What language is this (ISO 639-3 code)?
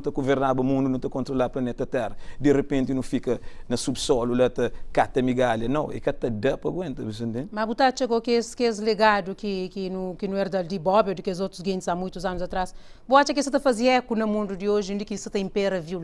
kea